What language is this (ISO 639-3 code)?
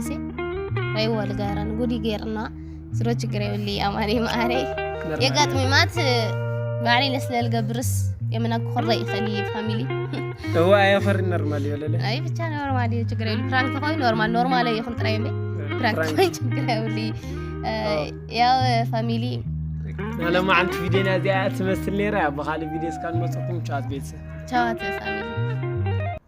tir